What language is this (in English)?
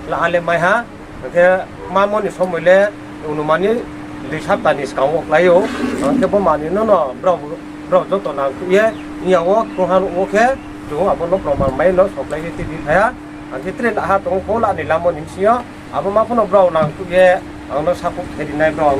Riang (India)